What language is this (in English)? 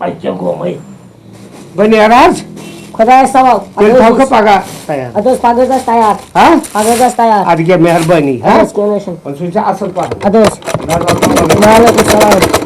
Kashmiri